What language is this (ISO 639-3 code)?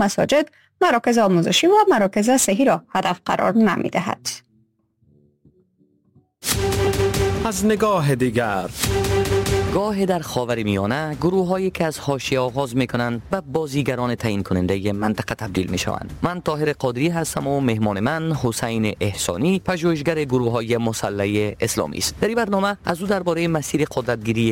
fas